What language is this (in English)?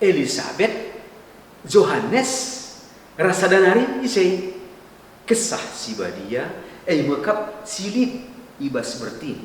Batak Karo